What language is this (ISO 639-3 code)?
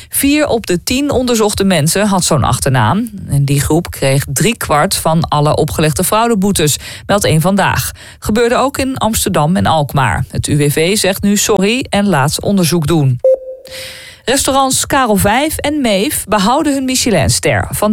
nld